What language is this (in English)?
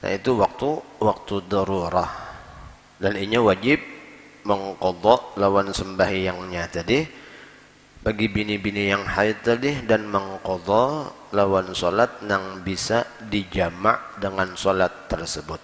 Banjar